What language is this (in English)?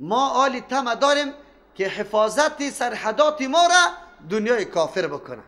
Persian